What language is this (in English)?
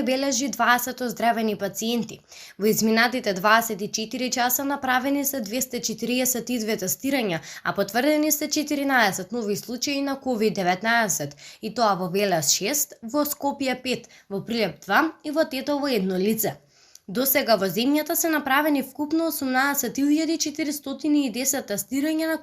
Macedonian